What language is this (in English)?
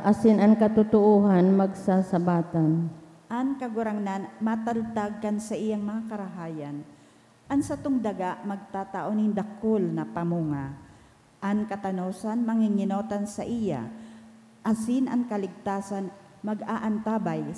Bikol